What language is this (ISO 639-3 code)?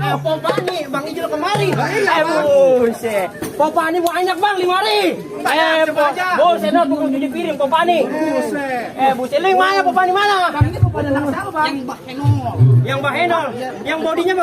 bew